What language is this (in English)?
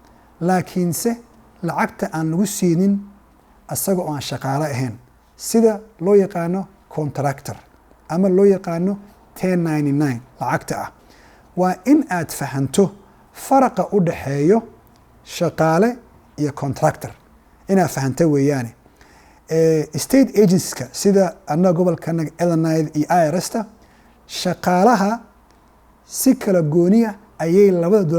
Somali